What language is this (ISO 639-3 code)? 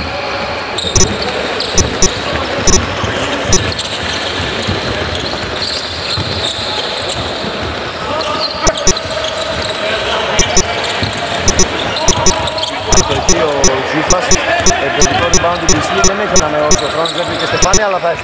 ell